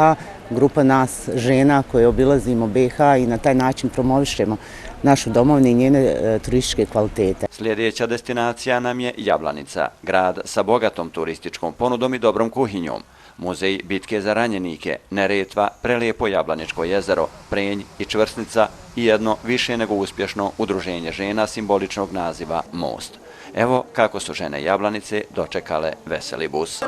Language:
Bosnian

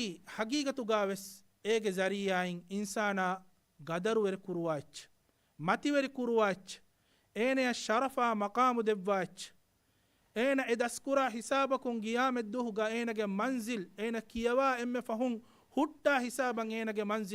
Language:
Divehi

